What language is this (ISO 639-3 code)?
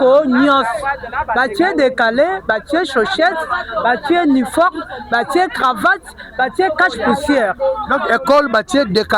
lin